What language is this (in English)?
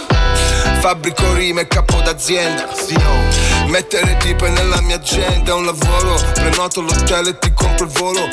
Italian